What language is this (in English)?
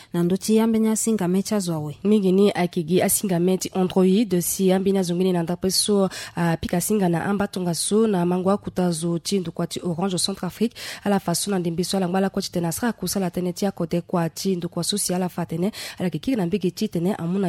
Sango